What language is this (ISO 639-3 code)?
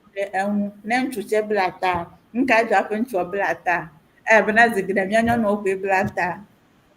ewe